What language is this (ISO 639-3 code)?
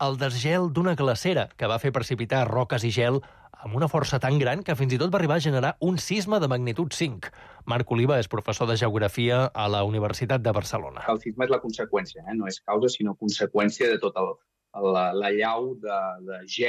cat